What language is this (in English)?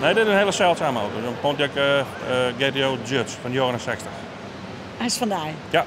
Western Frisian